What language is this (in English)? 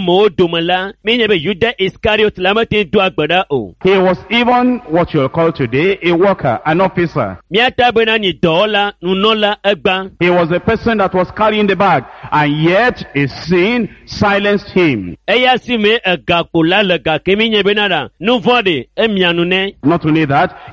Ewe